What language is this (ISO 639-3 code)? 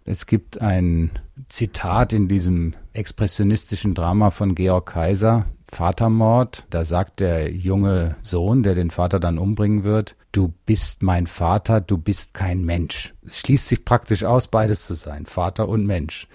deu